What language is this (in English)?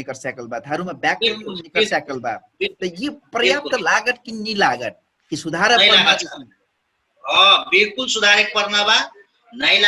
Dangaura Tharu